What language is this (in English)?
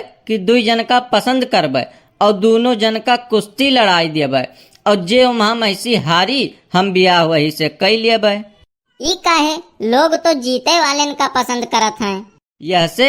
Awadhi